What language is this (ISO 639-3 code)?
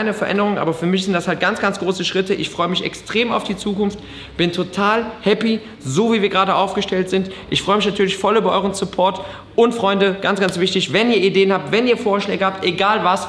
deu